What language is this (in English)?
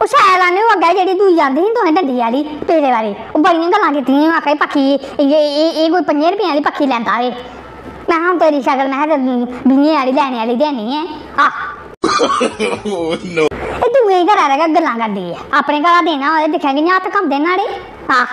Dogri